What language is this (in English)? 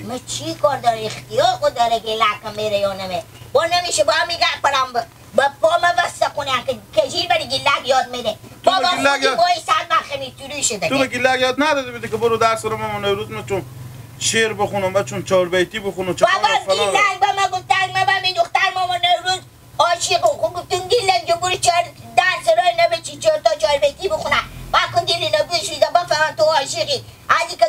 Hazaragi